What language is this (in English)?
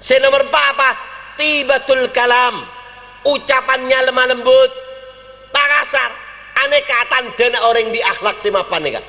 Madurese